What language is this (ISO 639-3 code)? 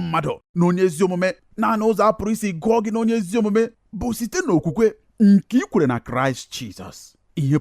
ibo